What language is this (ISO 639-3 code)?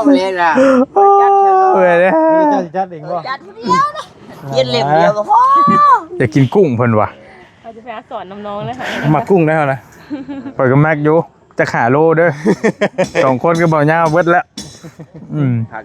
tts